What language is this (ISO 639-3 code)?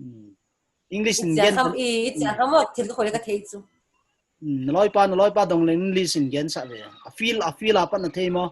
pck